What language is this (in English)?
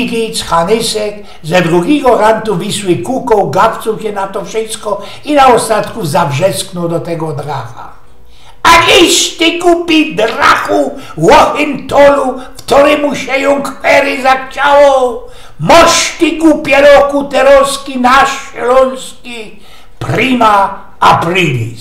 Silesian